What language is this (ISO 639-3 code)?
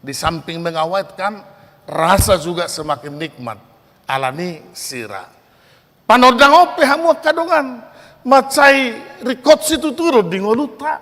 bbc